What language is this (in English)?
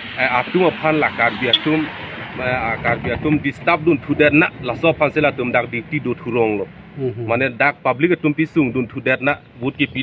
Karbi